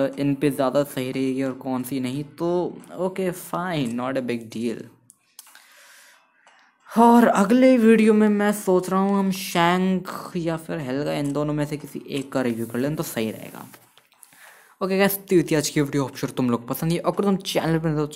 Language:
Hindi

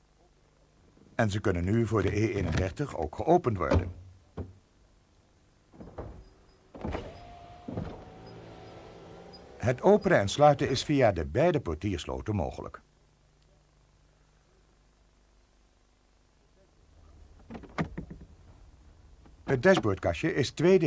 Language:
Dutch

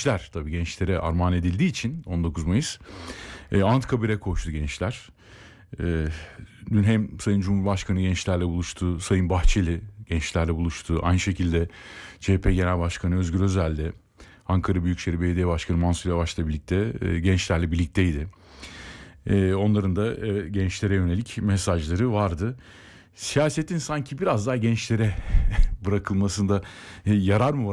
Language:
Turkish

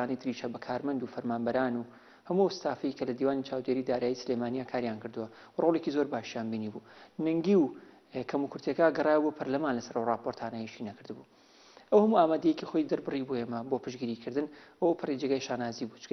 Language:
Central Kurdish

